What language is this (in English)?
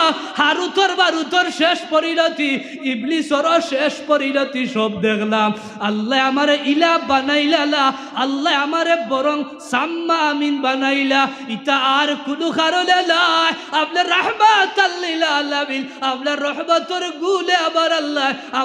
Sylheti